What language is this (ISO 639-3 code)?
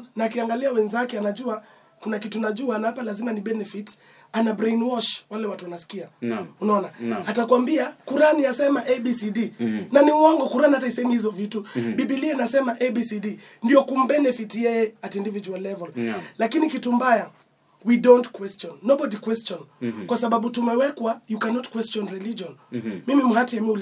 swa